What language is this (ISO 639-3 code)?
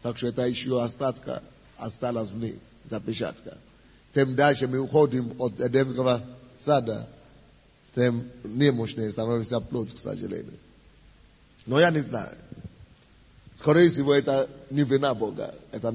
rus